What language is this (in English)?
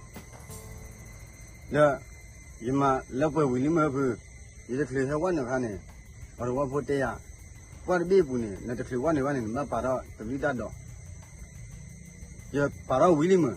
S'gaw Karen